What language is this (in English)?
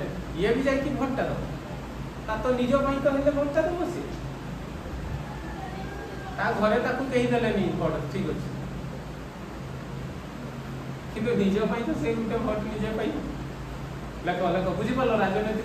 Odia